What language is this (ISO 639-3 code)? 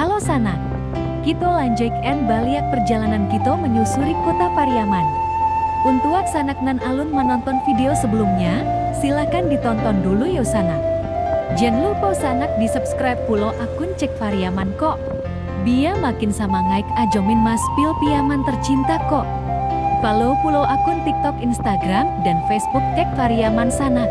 min